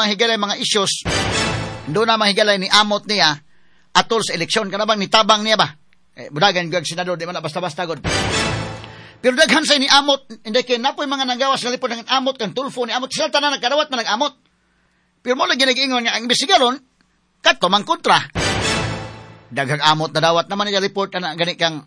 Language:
Cebuano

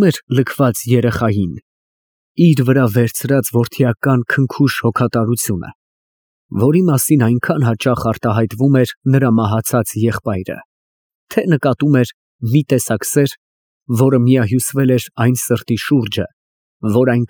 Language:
Armenian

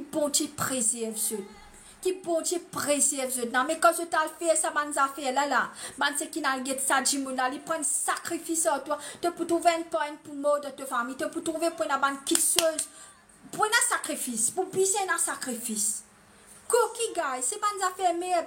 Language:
Morisyen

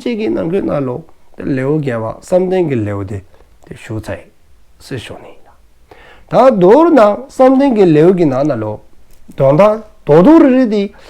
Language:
Dzongkha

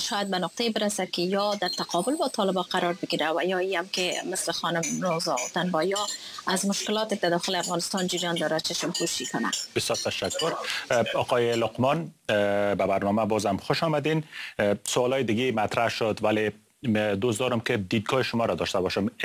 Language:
Persian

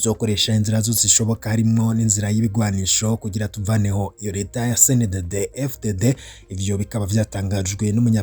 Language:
Rundi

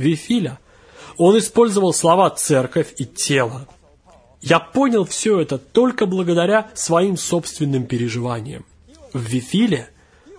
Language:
Russian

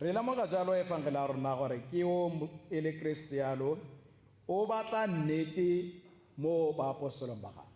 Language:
Tswana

